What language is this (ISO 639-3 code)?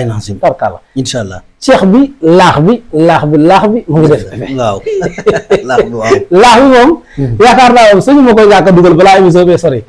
wol